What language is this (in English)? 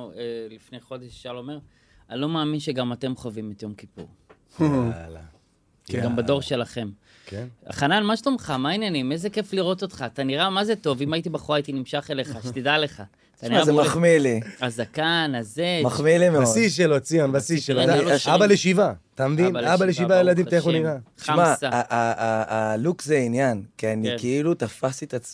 Hebrew